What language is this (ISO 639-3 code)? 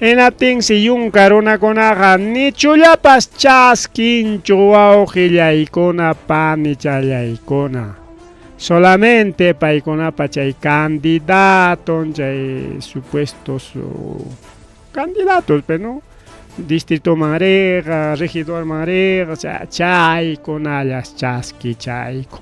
quy